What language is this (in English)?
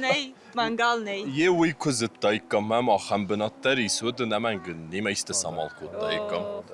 Ossetic